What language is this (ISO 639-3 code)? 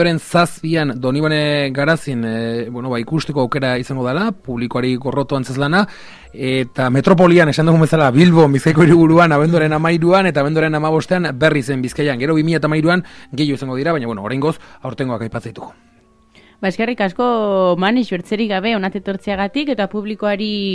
eus